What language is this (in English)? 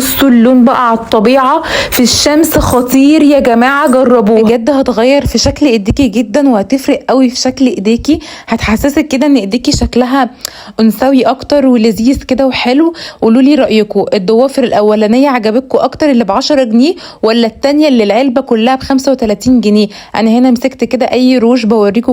Egyptian Arabic